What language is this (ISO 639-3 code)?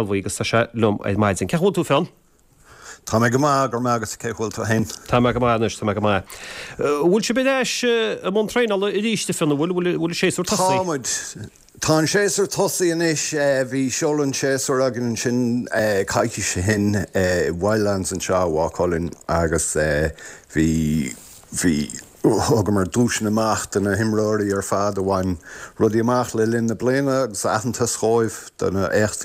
gle